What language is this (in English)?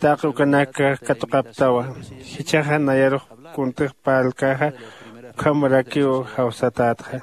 Aymara